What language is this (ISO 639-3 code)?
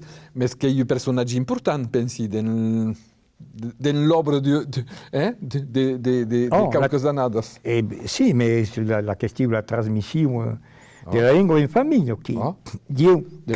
oci